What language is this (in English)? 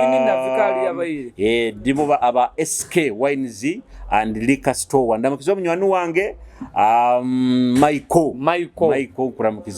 Nyoro